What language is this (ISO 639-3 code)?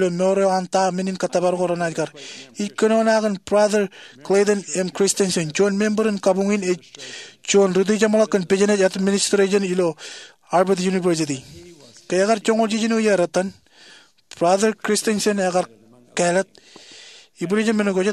mah